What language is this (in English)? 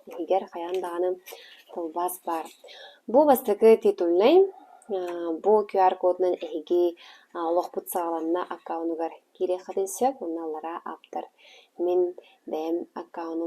Yakut